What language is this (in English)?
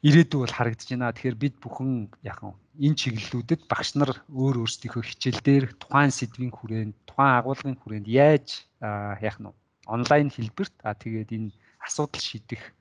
Mongolian